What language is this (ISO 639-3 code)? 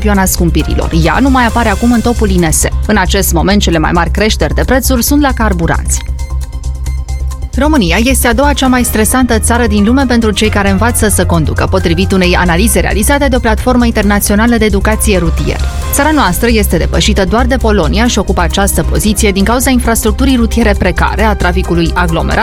ron